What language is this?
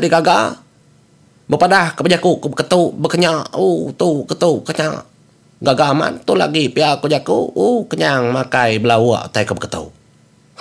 Iban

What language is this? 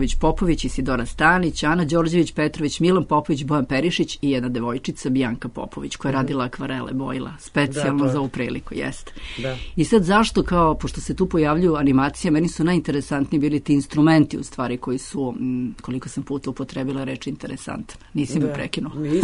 Serbian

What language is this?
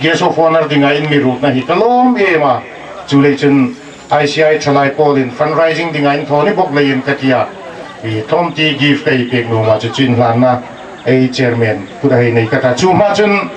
Hmar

